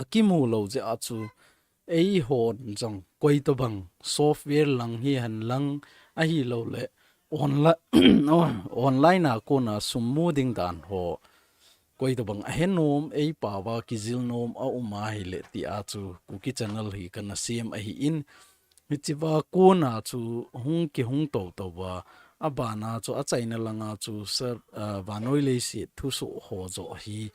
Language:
Thado Chin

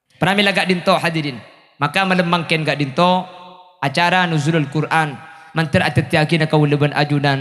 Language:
Madurese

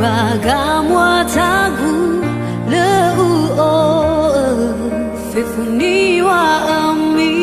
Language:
Nias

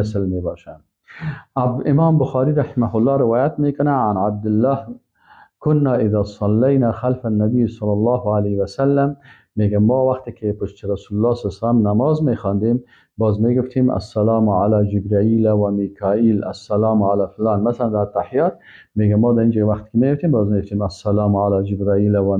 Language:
Persian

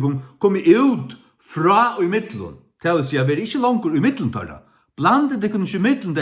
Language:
Faroese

